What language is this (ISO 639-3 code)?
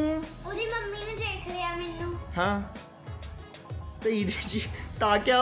pan